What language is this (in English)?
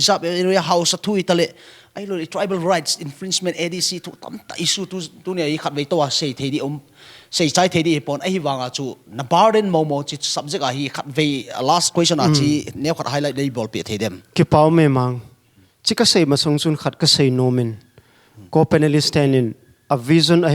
Paite Chin